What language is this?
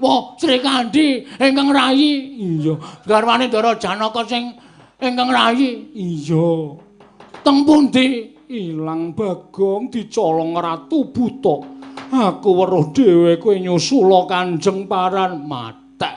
Javanese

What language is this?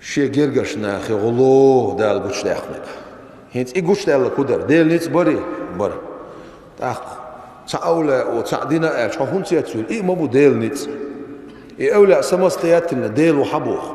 Chechen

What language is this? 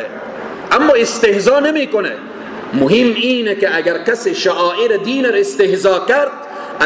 Persian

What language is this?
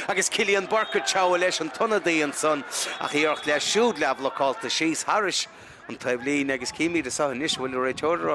Irish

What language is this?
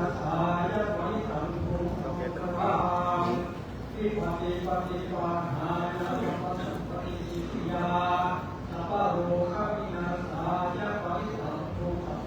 Pali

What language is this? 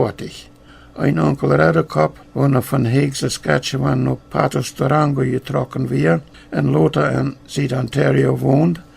Plautdietsch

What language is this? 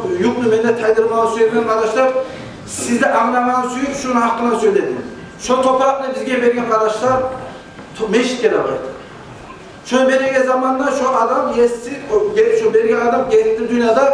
Kumyk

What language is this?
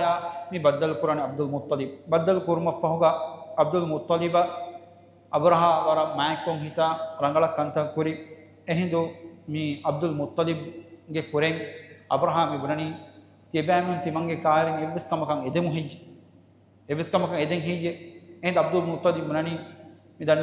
Divehi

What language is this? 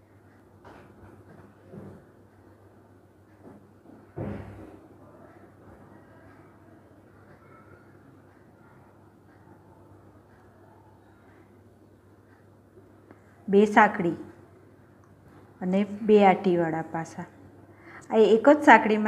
Gujarati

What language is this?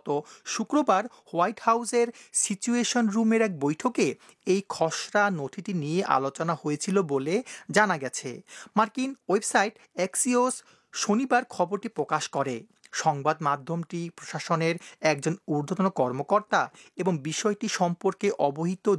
Bangla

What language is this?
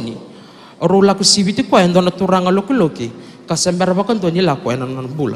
Fijian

